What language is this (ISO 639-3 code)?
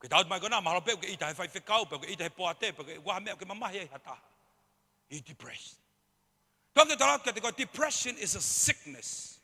ton